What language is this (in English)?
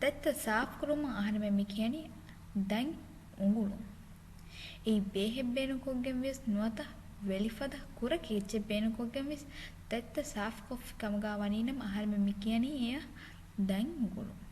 Divehi